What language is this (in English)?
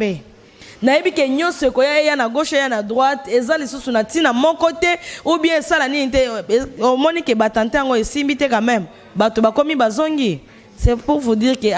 Lingala